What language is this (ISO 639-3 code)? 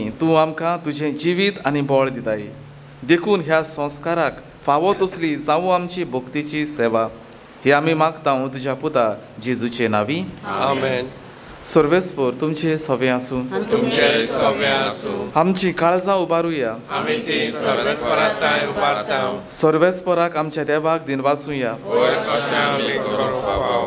kok